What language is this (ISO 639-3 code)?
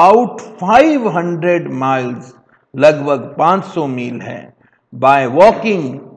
hin